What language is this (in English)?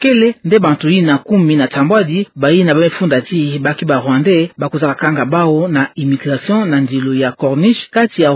Kituba (Democratic Republic of Congo)